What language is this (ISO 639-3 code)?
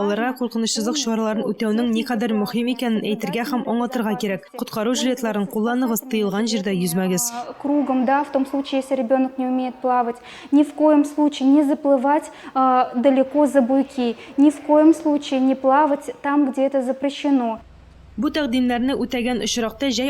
tat